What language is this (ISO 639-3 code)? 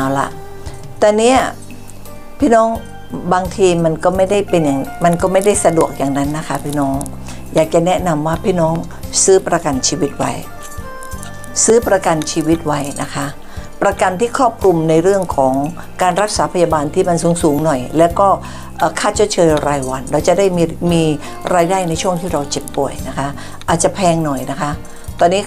tha